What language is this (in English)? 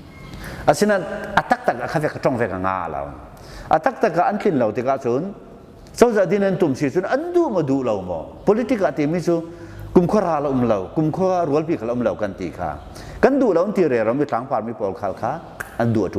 Falam Chin